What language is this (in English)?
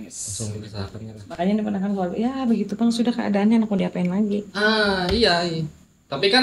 Banjar